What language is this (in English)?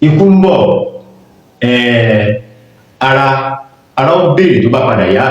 Yoruba